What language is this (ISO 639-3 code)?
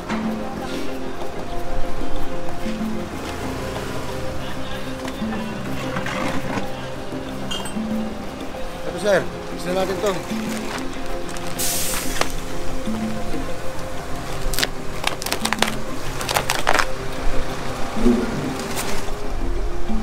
fil